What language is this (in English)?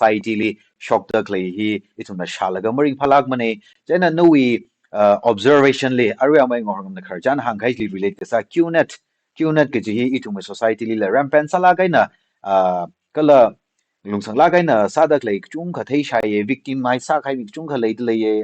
Tangkhul Naga (India)